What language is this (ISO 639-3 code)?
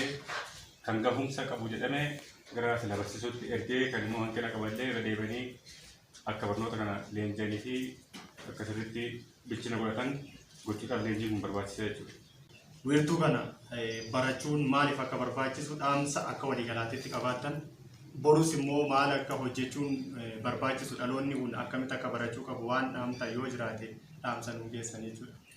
orm